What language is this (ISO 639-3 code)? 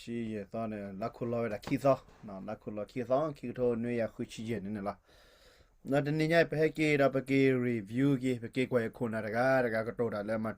ksw